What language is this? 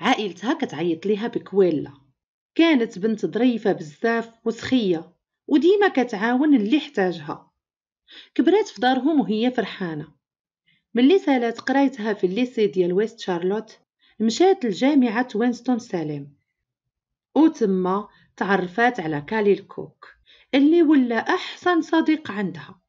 Moroccan Arabic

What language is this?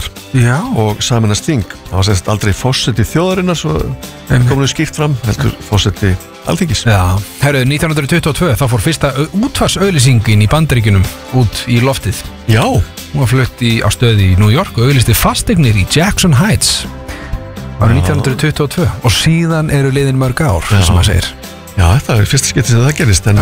Icelandic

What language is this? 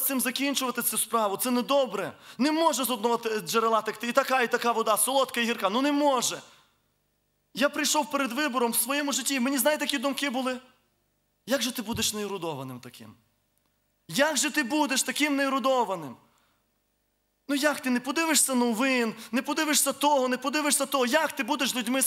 Ukrainian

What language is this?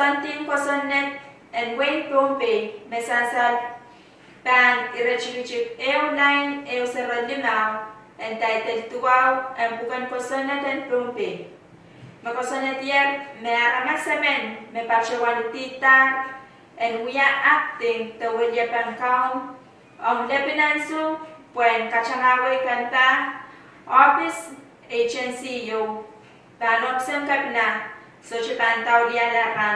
Pohnpeian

